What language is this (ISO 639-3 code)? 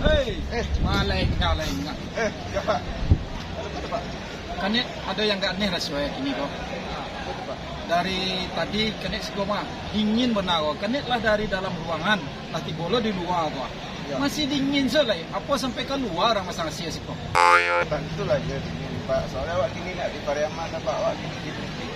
min